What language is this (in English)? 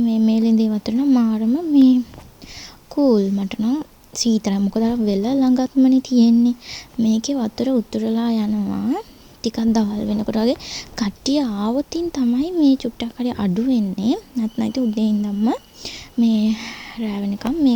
Sinhala